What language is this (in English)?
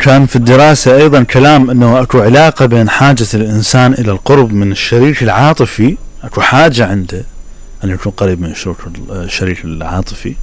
Mesopotamian Arabic